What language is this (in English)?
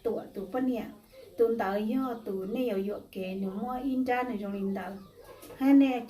Hmong